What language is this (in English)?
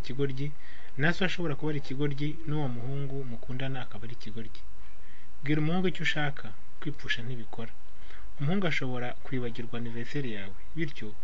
Kinyarwanda